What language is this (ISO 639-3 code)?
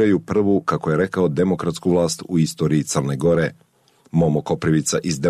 srp